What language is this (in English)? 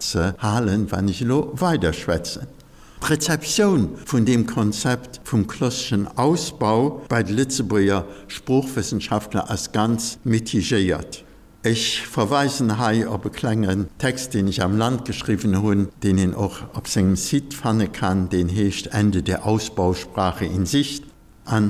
Luxembourgish